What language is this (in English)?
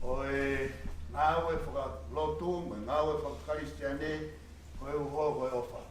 Tongan